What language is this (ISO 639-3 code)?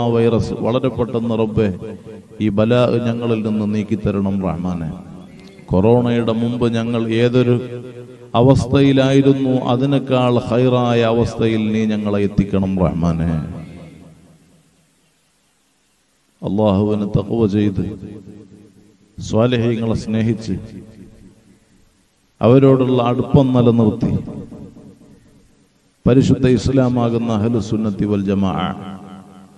mal